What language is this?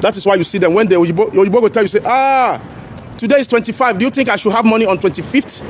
Nigerian Pidgin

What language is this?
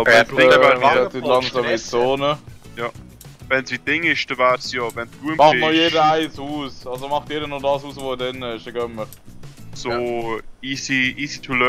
Swiss German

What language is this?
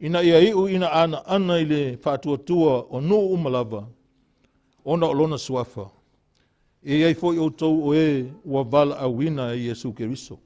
Samoan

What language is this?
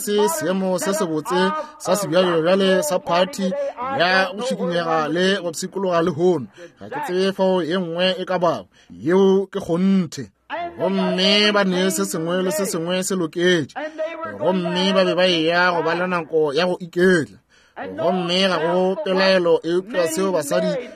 Northern Sotho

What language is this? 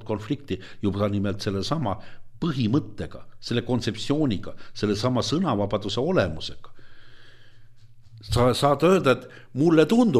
Estonian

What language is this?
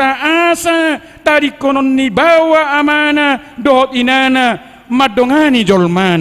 Batak Toba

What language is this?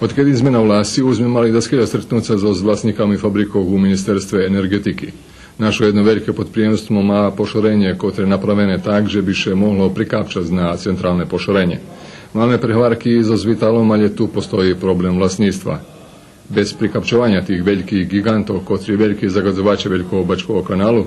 Rusyn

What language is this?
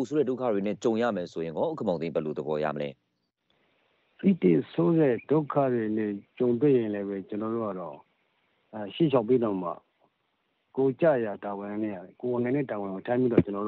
Burmese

